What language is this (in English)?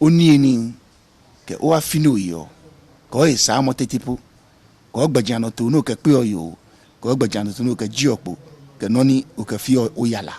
Ga